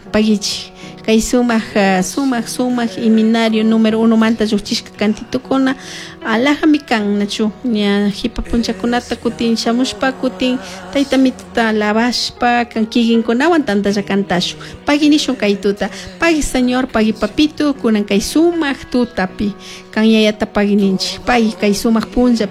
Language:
Chimborazo Highland Quichua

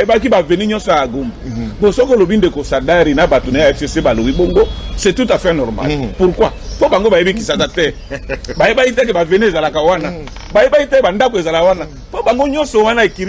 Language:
Lingala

